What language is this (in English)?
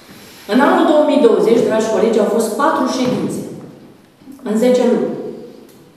Romanian